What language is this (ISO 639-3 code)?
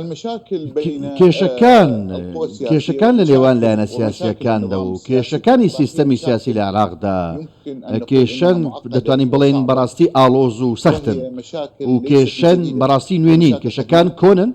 ckb